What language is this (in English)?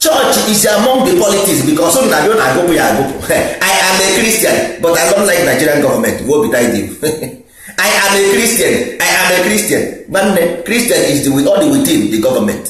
Igbo